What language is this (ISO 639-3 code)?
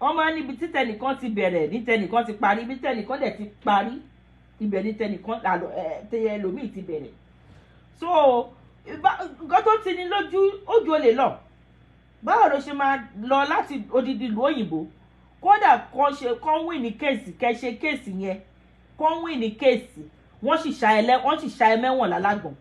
yor